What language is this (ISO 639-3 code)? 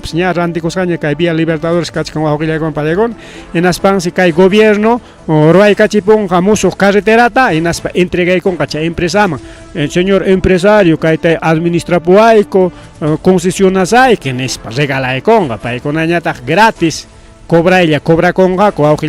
quy